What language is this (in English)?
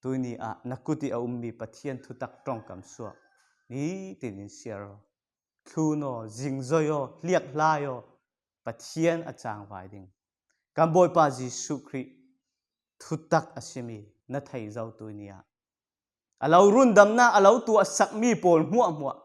Falam Chin